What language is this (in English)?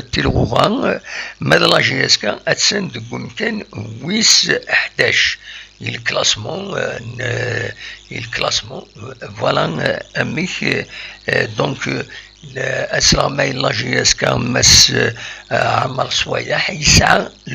Kabyle